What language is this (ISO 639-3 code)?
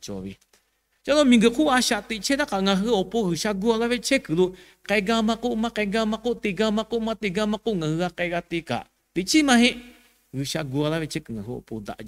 lhu